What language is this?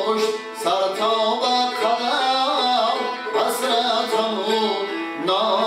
Tajik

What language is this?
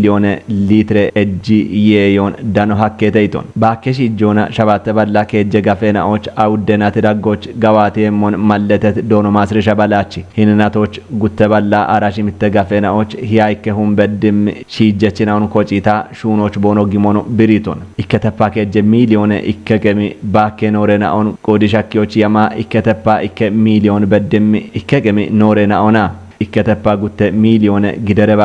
Kafa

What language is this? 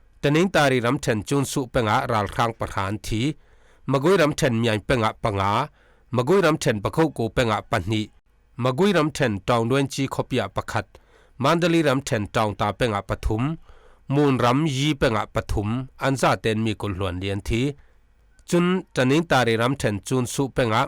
Falam Chin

